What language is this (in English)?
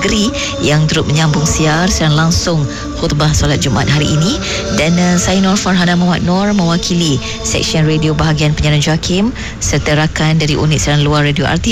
Malay